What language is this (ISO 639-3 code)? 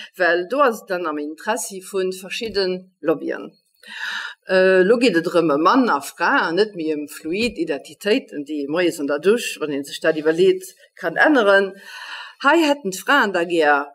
ltz